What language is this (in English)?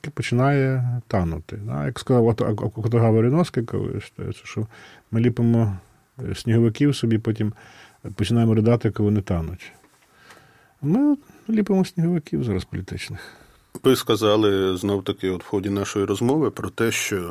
Ukrainian